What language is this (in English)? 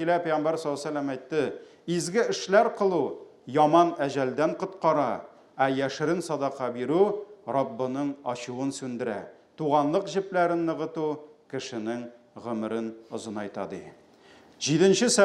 Tatar